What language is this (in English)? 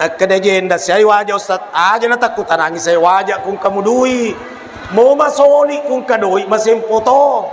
Buginese